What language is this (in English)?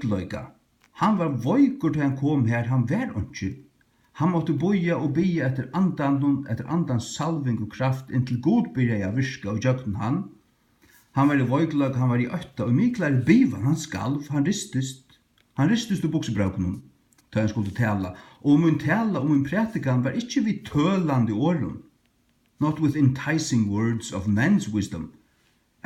Faroese